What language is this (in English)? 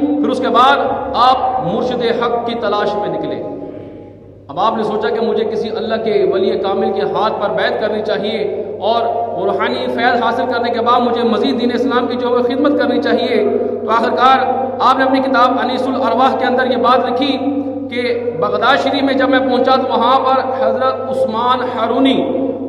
Urdu